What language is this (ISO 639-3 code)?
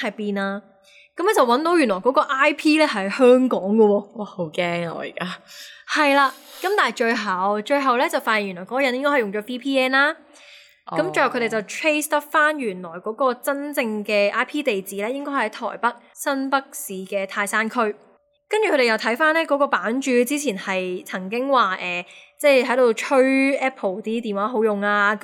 yue